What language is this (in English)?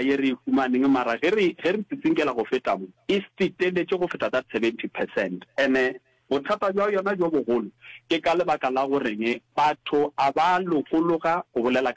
Northern Sotho